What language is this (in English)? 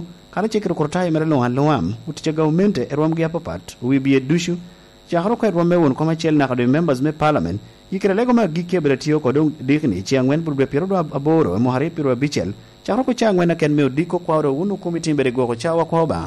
Lango (Uganda)